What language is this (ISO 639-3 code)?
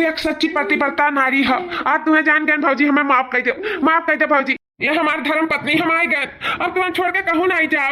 awa